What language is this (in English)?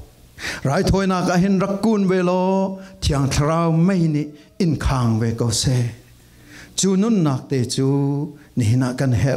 Falam Chin